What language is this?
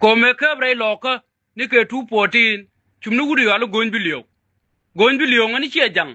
Nuer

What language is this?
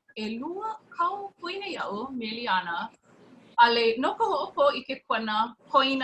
Hawaiian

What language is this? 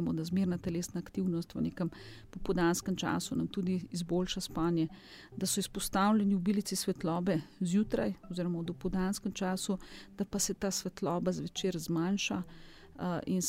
Slovenian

